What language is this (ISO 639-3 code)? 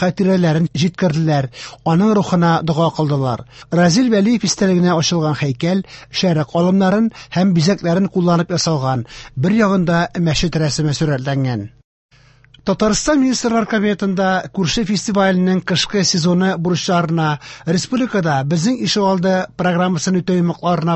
tat